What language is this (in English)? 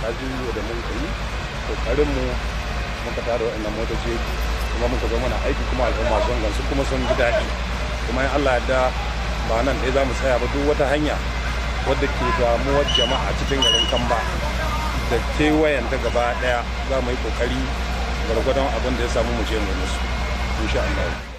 Hausa